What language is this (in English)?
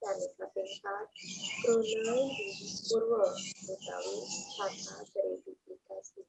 Balinese